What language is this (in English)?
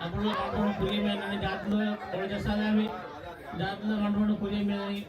Divehi